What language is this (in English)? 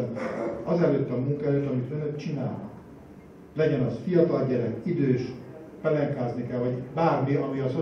Hungarian